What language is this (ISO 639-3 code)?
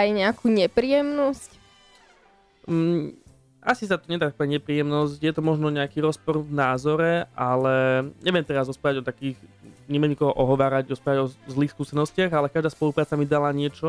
slk